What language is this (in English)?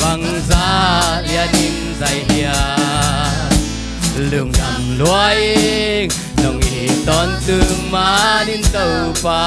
Tedim Chin